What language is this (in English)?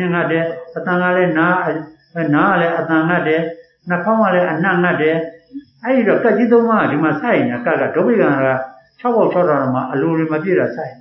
Burmese